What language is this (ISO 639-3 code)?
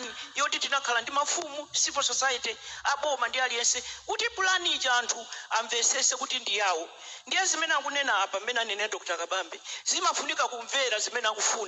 nya